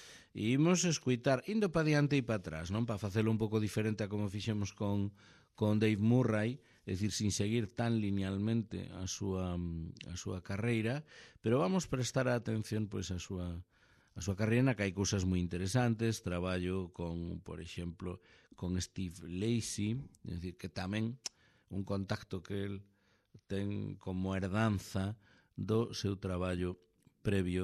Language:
Galician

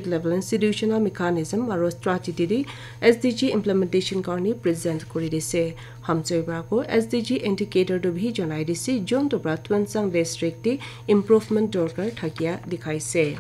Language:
Naga Pidgin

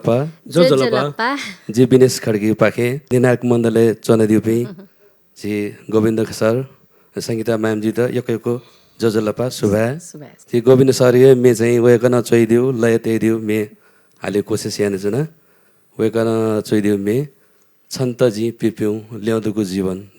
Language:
Newari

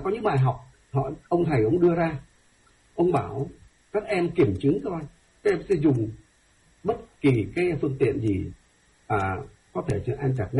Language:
Vietnamese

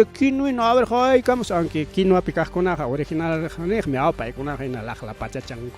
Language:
Ayacucho Quechua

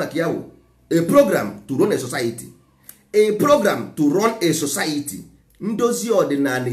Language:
Igbo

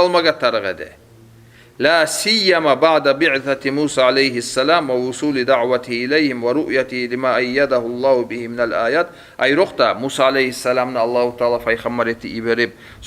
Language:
Kumyk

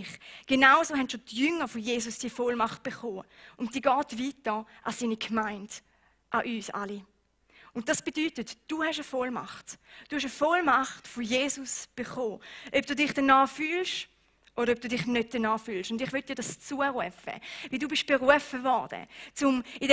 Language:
Swiss German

